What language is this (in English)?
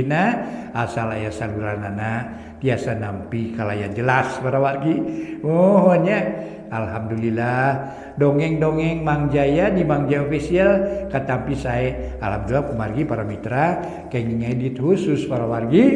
Sundanese